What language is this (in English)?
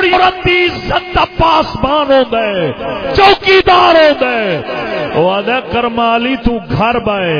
Saraiki